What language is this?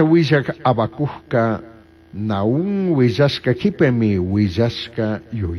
Chimborazo Highland Quichua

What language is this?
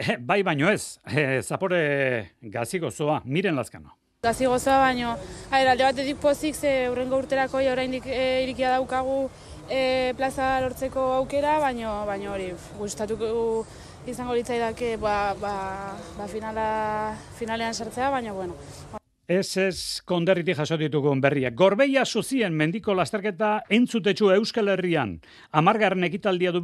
Basque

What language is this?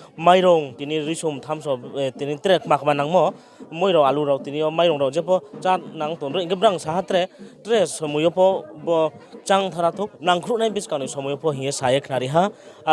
Riang (India)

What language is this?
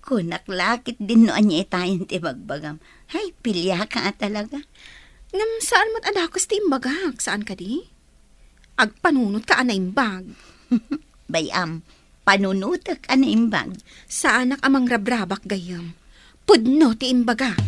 Iloko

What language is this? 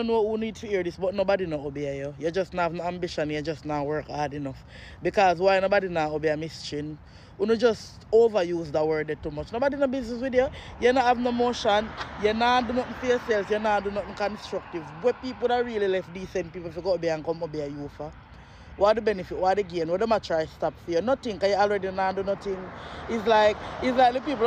Jamaican Creole English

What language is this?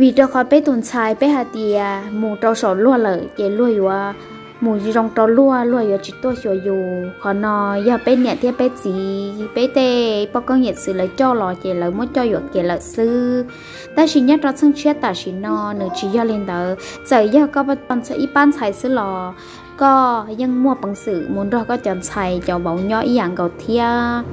Hmong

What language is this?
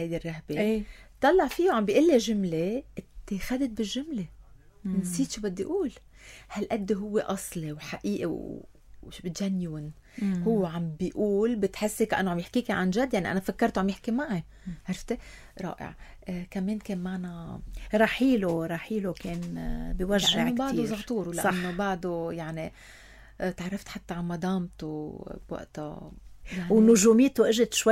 North Levantine Arabic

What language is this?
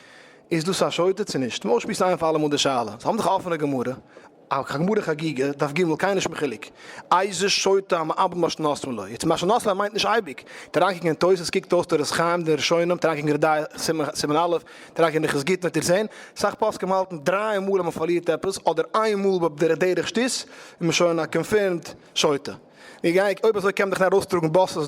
Yiddish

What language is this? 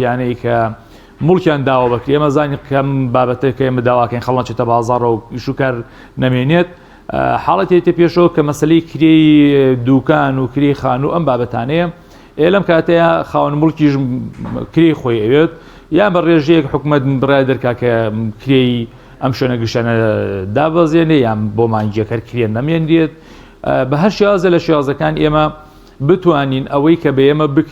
Central Kurdish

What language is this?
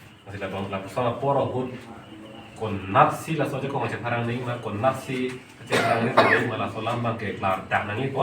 Karbi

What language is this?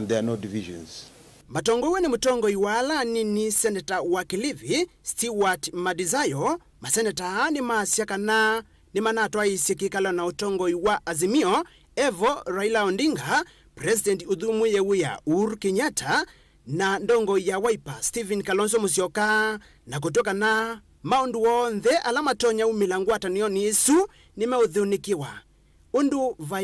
Kamba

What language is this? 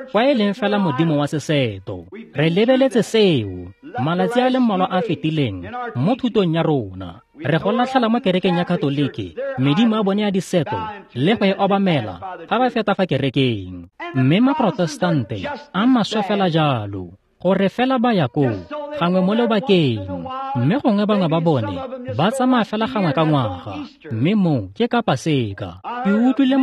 Tswana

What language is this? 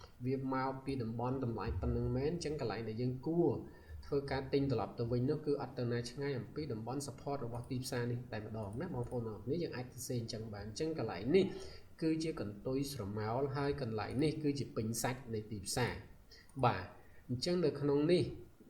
Khmer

